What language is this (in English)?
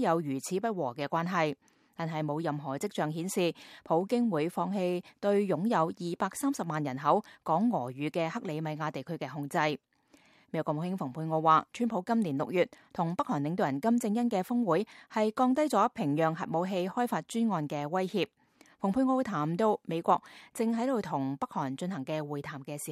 Cantonese